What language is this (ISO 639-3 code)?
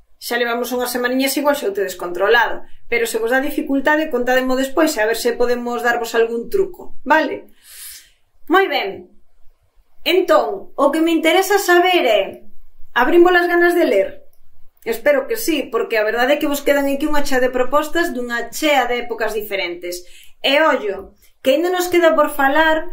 glg